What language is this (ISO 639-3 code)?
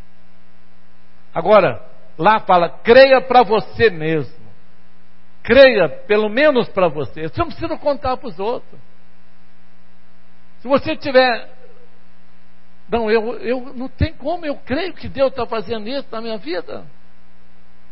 por